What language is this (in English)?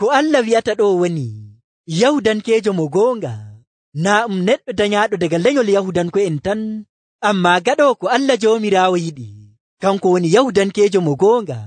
Nigerian Fulfulde